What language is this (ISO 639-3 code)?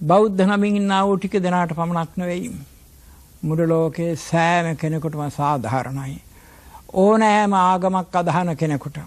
sin